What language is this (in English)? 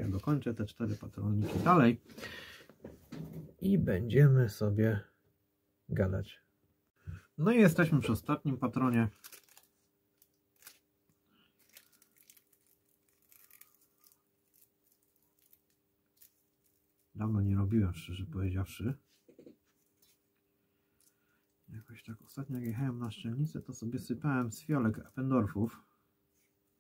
Polish